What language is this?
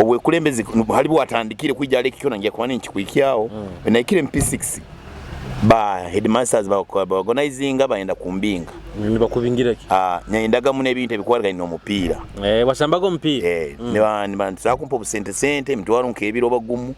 Nyoro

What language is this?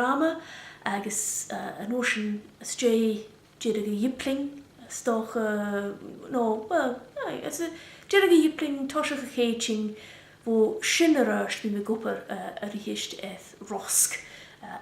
Scottish Gaelic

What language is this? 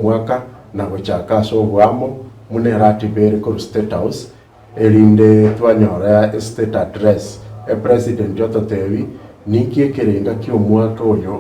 Gusii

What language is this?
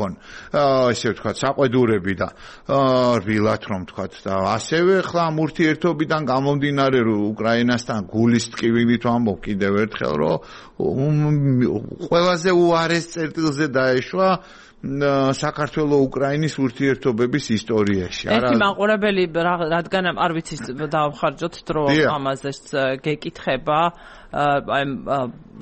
Georgian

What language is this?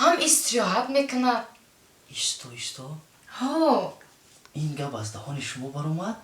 Tajik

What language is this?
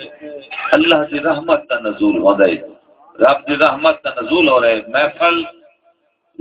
Saraiki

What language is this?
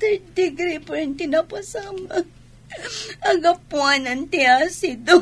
Iloko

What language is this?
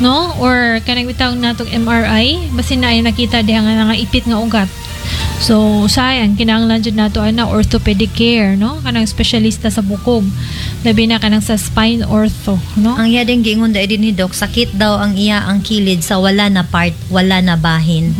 Cebuano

